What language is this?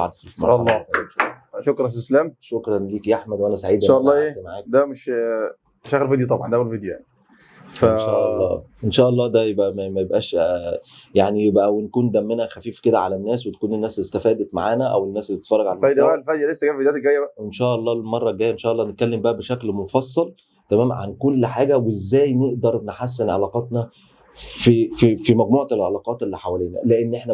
Egyptian Arabic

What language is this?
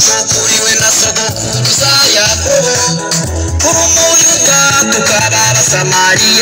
Kinyarwanda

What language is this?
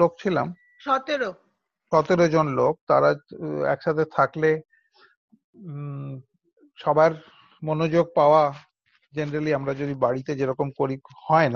Bangla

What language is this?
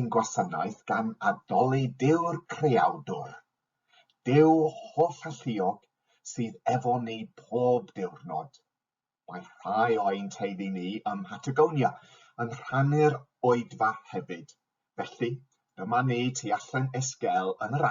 Welsh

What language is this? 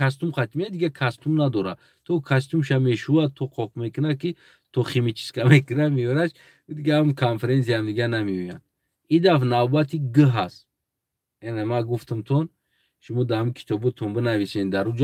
Tajik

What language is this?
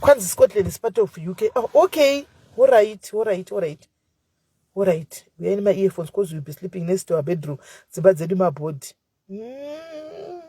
Shona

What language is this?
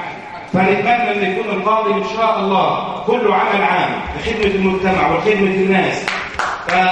Egyptian Arabic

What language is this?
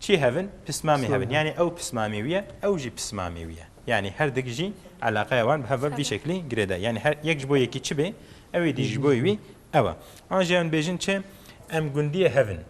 Kurdish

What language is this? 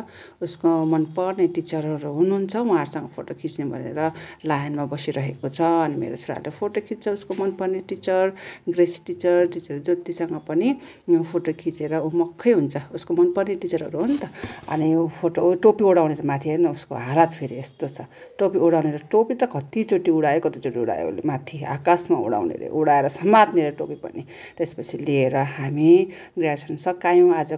Nepali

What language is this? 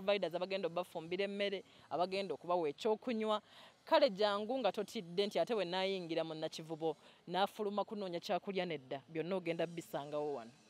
Ganda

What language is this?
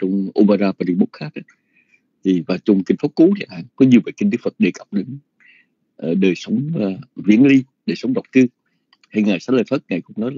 Vietnamese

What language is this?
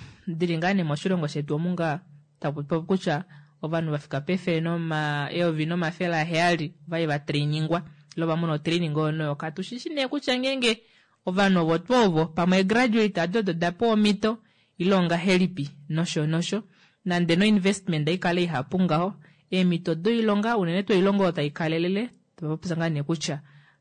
Kuanyama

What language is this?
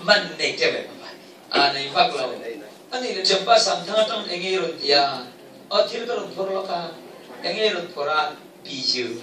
Falam Chin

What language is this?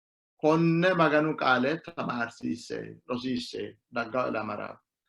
Sidamo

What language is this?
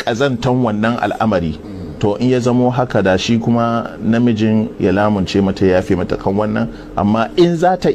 Hausa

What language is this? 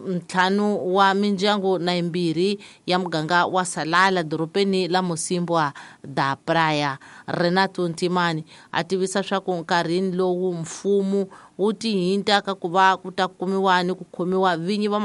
Tsonga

